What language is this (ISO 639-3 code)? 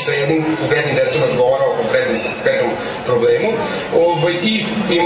srp